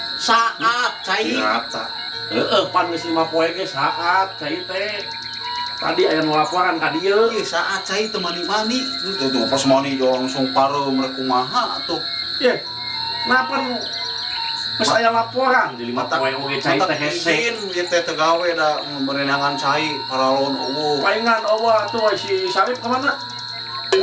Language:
Sundanese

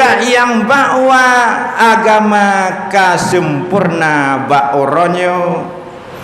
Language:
Achinese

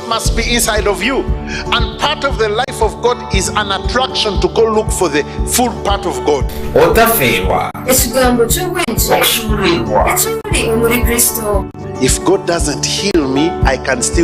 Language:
Nyankole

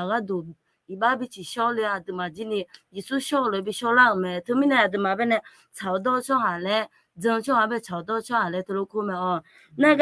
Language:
Akha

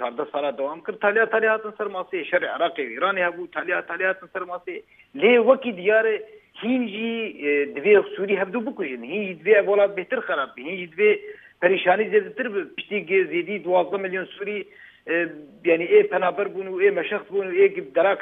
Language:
Kurdish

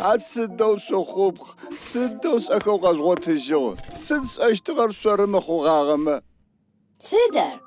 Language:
Adyghe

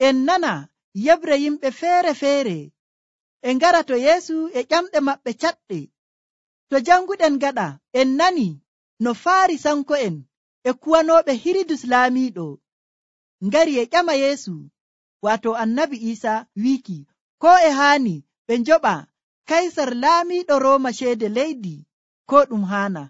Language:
Nigerian Fulfulde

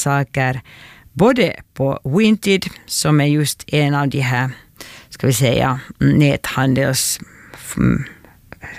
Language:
Swedish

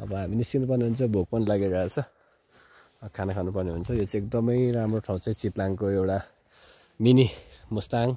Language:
Nepali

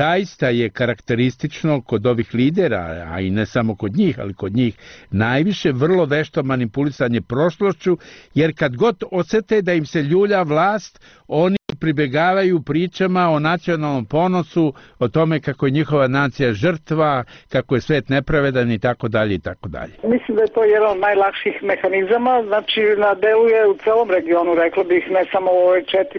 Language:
Serbian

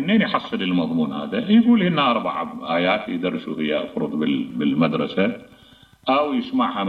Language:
Mesopotamian Arabic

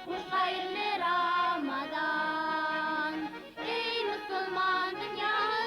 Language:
Bashkir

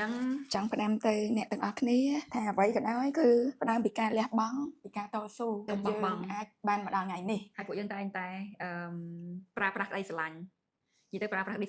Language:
Khmer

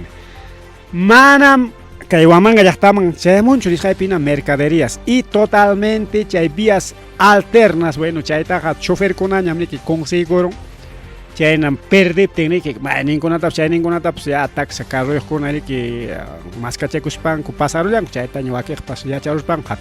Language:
Ayacucho Quechua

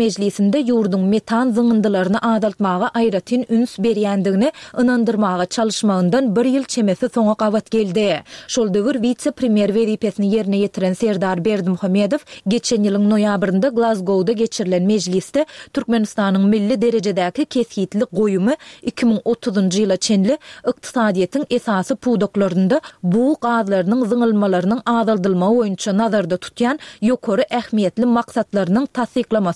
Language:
Turkmen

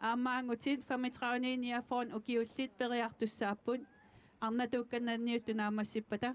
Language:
Kalaallisut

